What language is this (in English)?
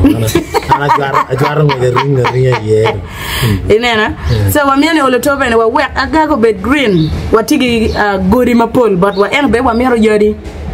Acoli